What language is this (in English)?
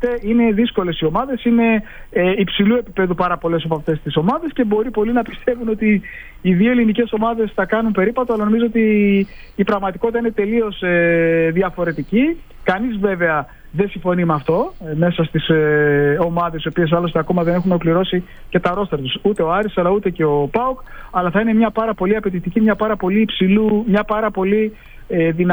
Greek